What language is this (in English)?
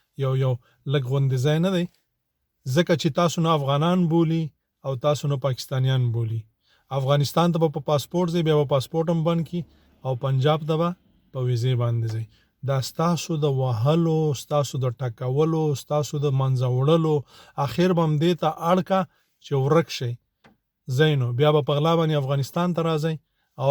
Pashto